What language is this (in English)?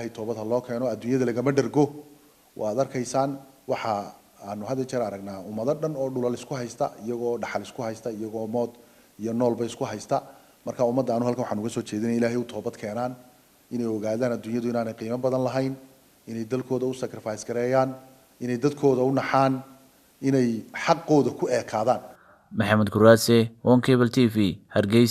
Somali